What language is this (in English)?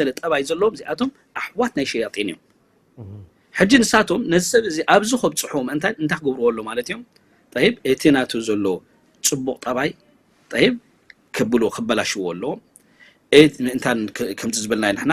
Tigrinya